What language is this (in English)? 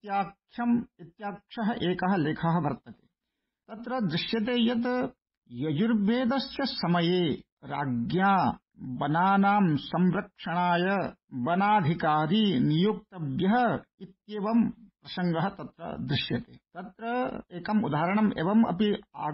Sanskrit